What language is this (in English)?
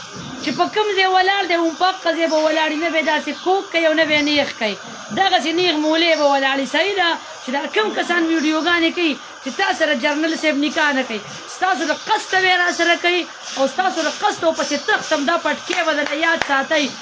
Pashto